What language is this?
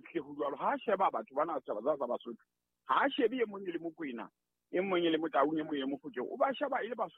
Southern Sotho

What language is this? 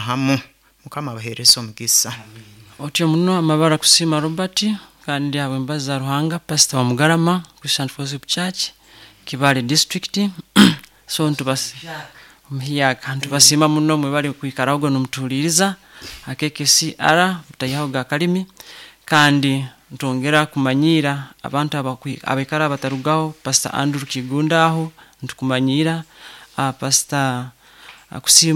Nyoro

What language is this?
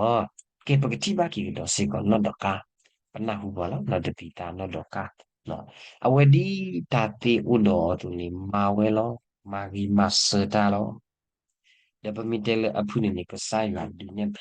S'gaw Karen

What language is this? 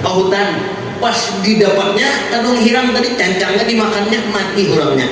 Banjar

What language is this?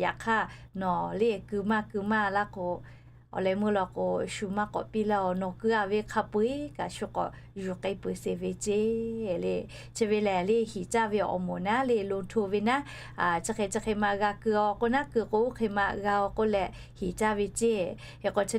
Lahu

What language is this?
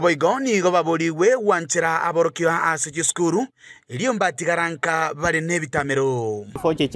Gusii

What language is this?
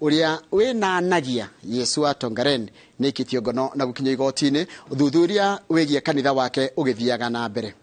Kikuyu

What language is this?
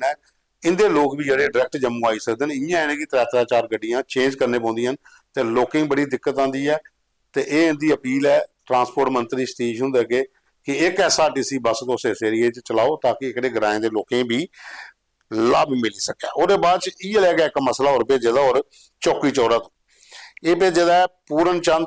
Dogri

